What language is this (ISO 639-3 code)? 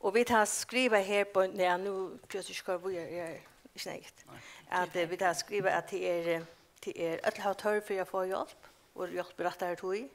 fao